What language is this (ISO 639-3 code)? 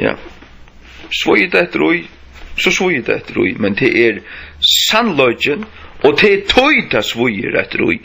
fao